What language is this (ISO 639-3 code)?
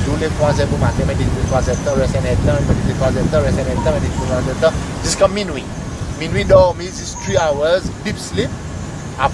crs